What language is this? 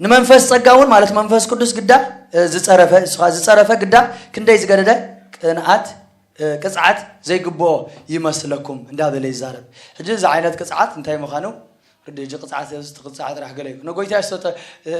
Tigrinya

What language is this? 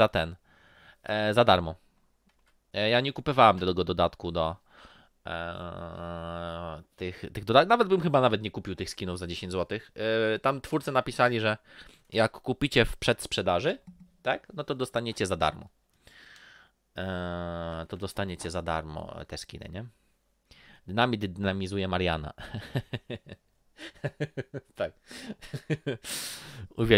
Polish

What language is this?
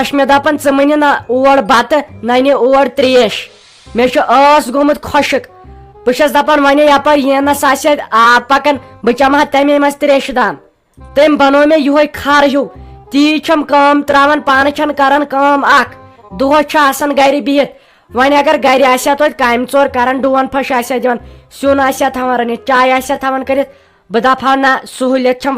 Kashmiri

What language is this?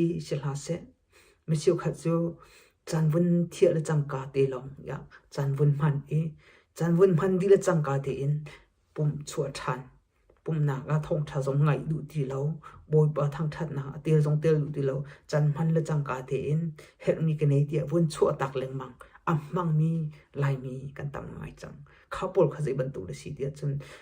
Hakha Chin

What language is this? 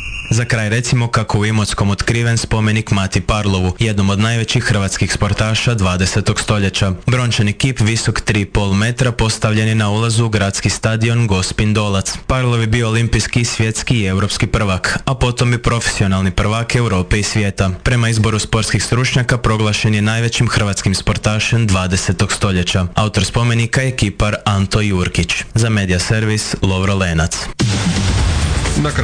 Croatian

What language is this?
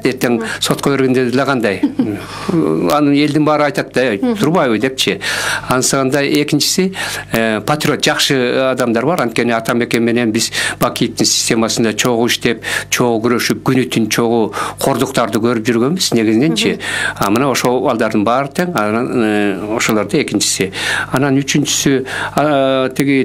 Kyrgyz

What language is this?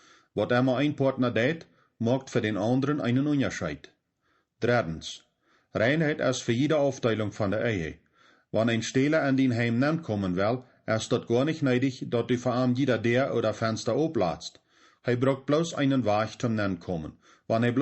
Plautdietsch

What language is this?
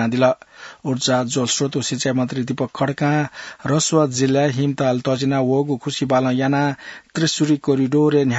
Newari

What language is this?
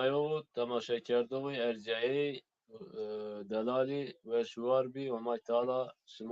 Zaza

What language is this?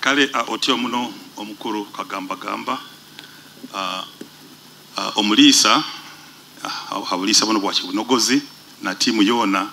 Nyoro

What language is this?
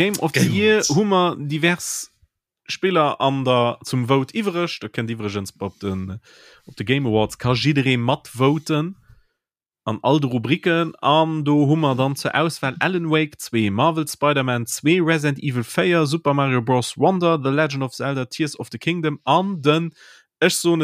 Luxembourgish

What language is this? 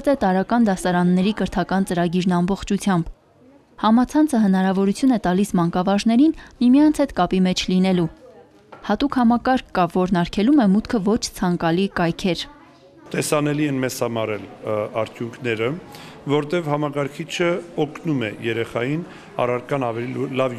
Armenian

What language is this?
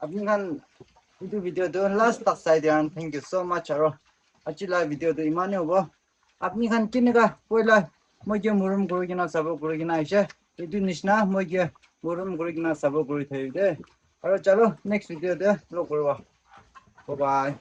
Naga Pidgin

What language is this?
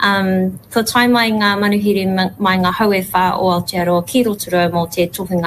Māori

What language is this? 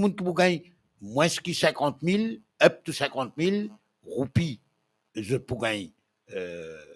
Morisyen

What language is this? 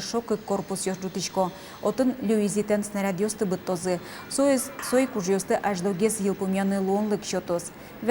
Udmurt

